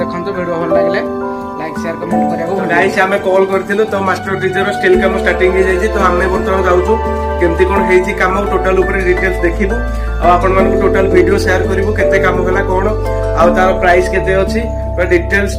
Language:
Odia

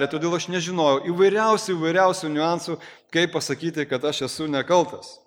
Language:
Lithuanian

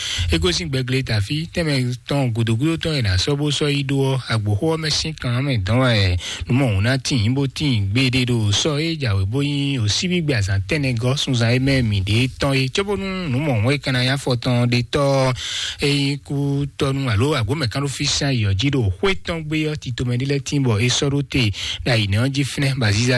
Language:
Fon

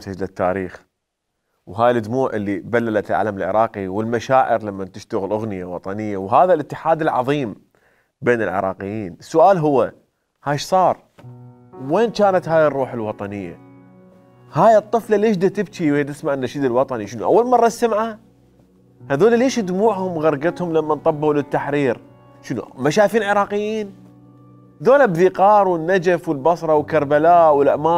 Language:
Mesopotamian Arabic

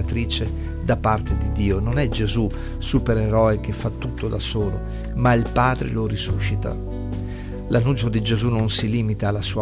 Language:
Italian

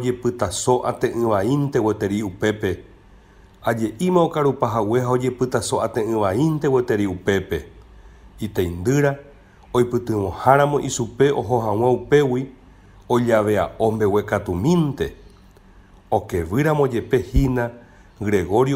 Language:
Guarani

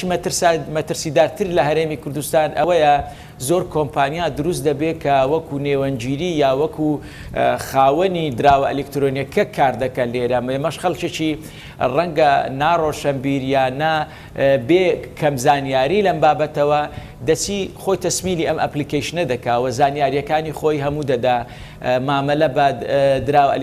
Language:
Central Kurdish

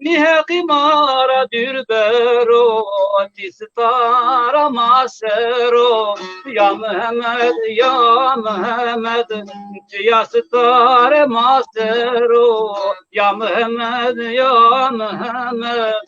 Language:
Zaza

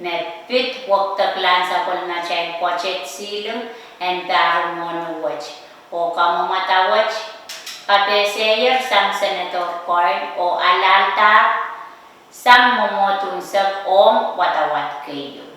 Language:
Pohnpeian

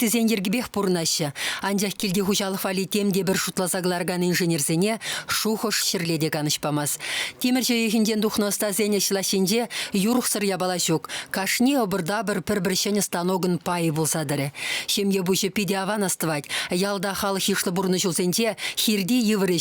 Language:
Chuvash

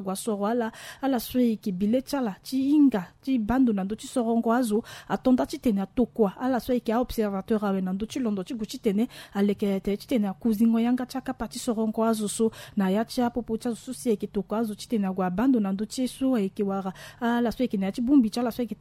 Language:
Sango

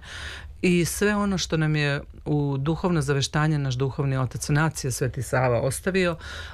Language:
Serbian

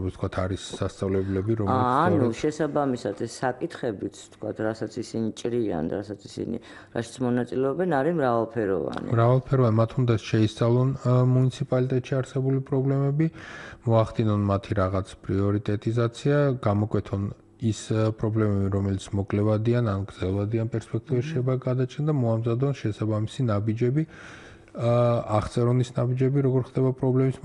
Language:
Georgian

